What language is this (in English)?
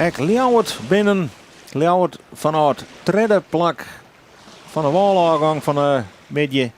Western Frisian